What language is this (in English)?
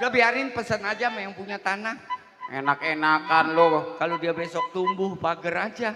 Betawi